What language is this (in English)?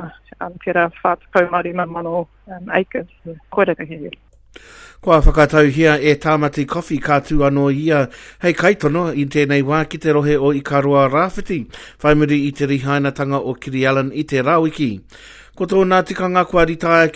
Māori